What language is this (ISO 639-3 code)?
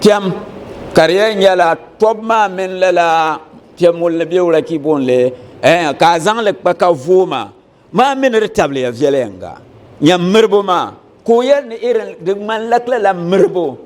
dag